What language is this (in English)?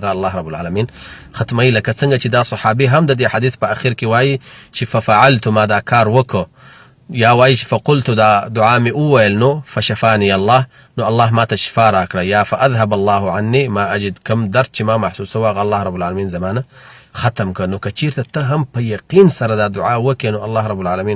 Pashto